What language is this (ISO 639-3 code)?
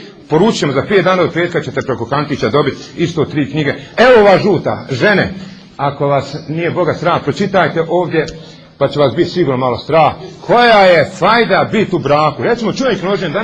bos